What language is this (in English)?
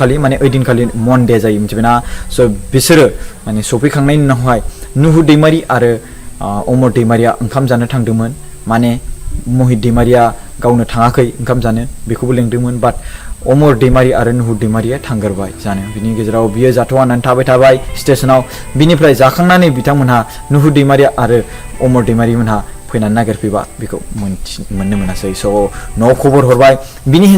Bodo